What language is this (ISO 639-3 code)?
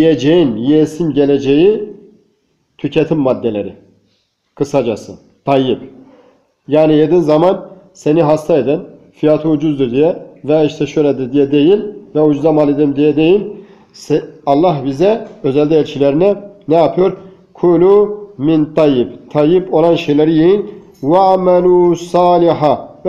tur